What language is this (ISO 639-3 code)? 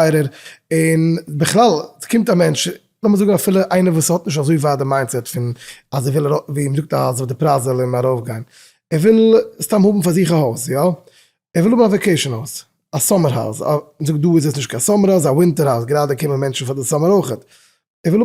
yid